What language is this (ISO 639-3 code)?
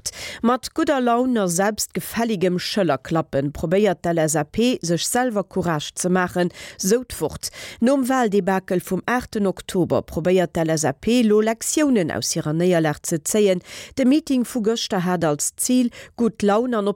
ltz